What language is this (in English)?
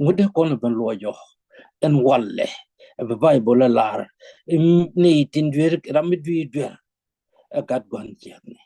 Nuer